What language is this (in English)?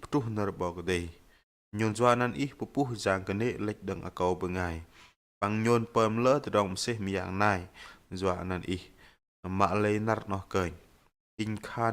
Bahnar